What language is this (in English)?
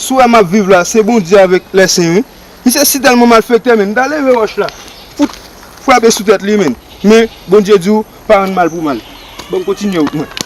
Haitian Creole